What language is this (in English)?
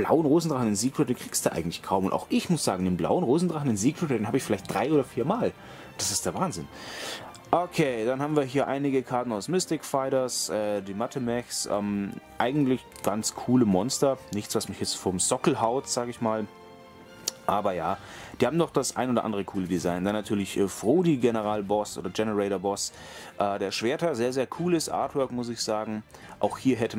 German